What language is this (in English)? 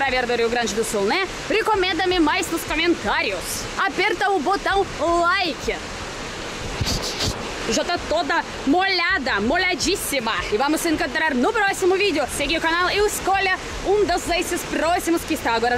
Portuguese